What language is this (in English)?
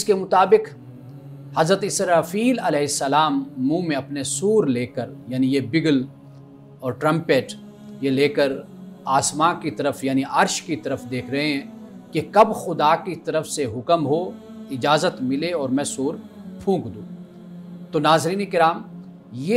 Urdu